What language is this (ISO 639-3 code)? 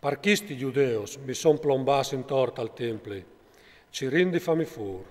fur